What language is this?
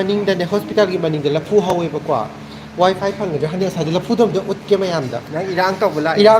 Manipuri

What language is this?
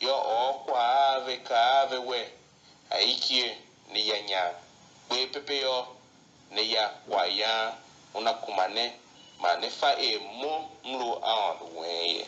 Tiv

